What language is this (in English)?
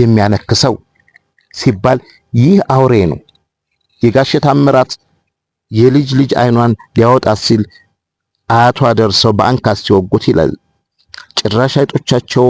Amharic